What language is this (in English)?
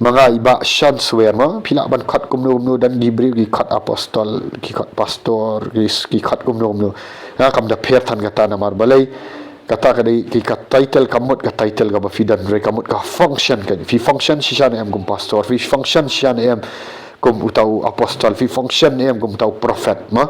Khasi